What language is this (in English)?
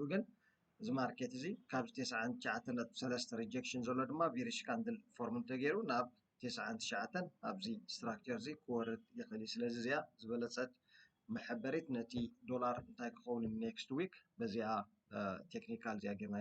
Tigrinya